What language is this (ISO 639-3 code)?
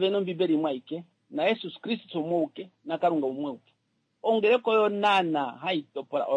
kua